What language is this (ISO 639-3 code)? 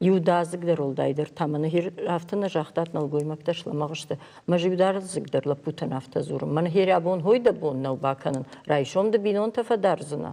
oss